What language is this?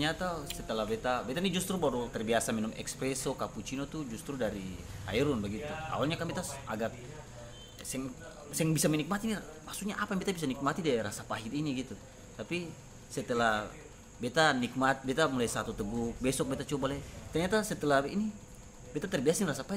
Ambonese Malay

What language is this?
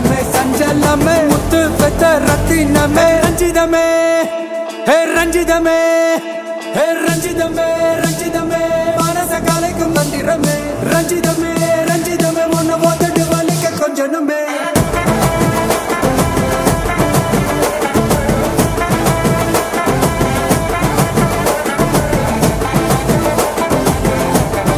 Tamil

